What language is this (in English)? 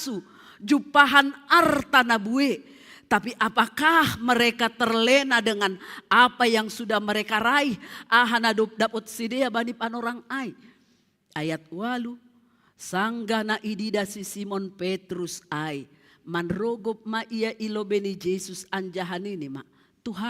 Batak Simalungun